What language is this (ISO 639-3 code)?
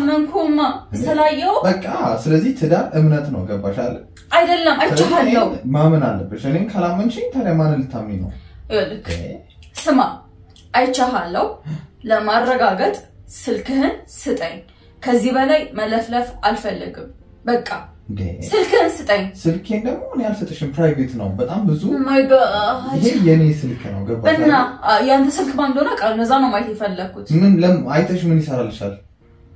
amh